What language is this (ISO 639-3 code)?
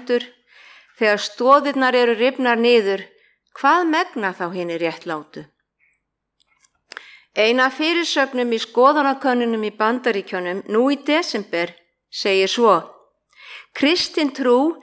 isl